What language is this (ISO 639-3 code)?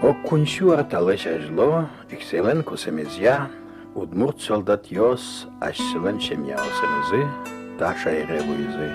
udm